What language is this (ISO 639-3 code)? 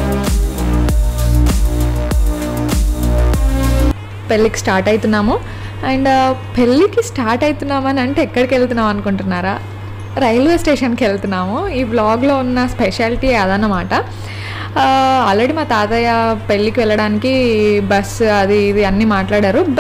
tel